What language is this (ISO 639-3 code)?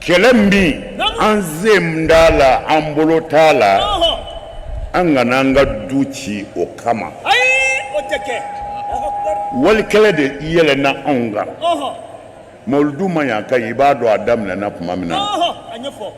bam